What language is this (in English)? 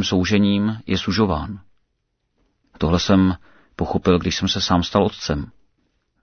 Czech